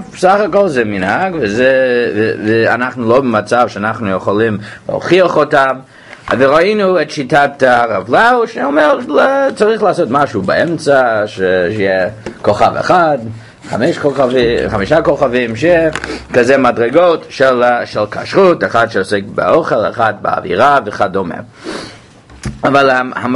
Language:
Hebrew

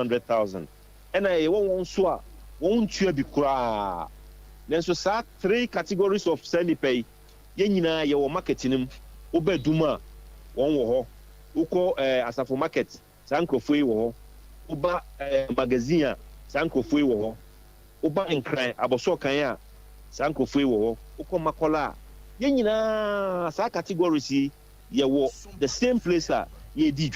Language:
Akan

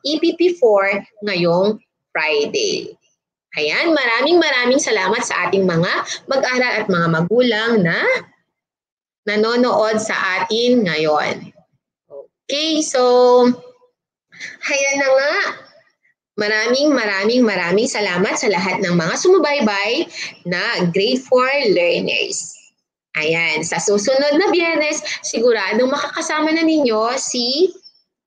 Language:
Filipino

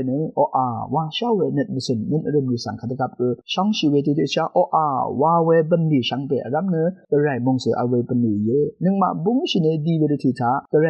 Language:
Rawang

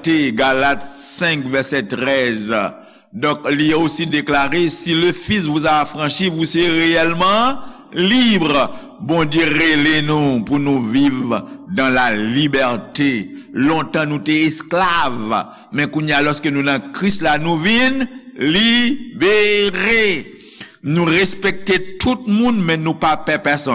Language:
Haitian Creole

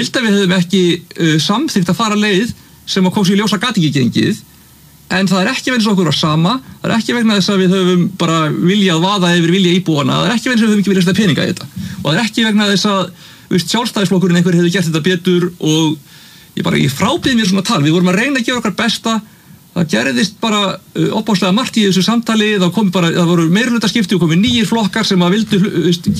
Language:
Icelandic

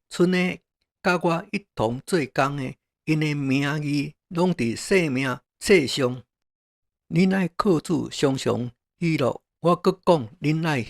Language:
Min Nan Chinese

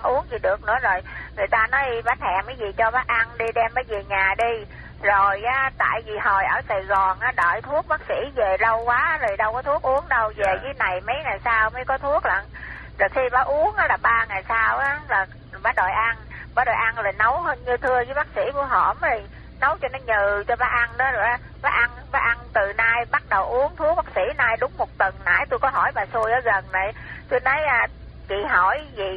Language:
Vietnamese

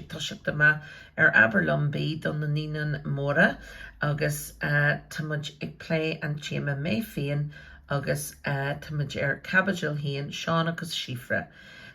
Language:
Irish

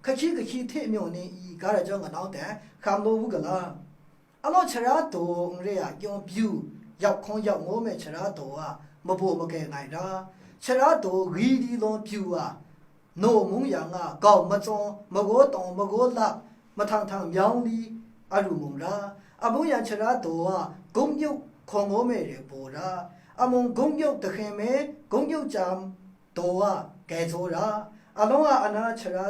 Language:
Maru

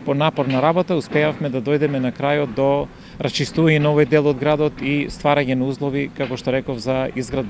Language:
Macedonian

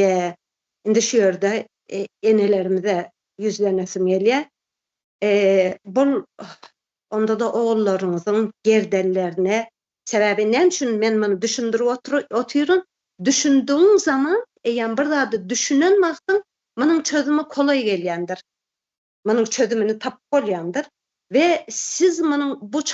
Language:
Turkmen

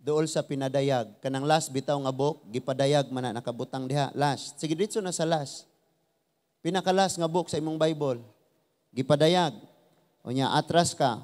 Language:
Cebuano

